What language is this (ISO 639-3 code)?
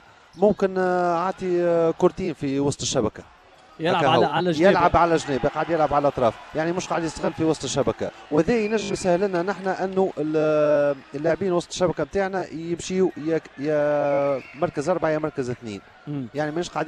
aeb